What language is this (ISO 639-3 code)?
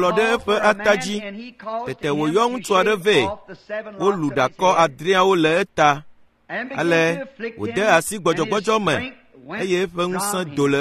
ewe